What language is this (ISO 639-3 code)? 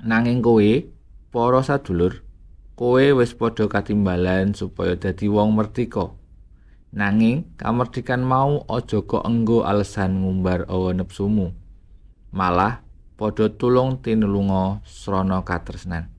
jav